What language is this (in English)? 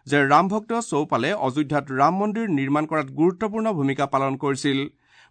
Assamese